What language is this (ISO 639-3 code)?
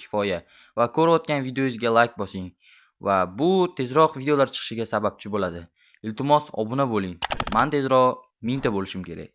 uzb